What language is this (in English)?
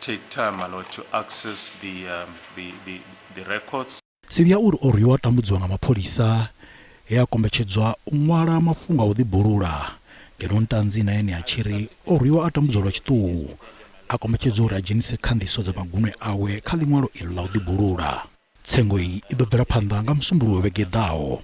Venda